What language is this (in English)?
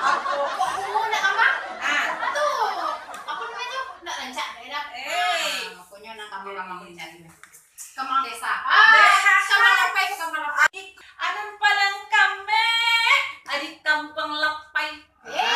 Minangkabau